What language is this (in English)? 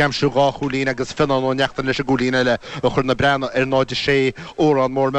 Irish